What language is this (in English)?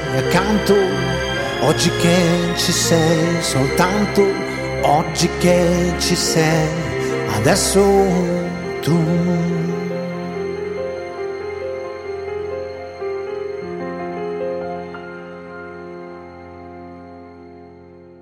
Greek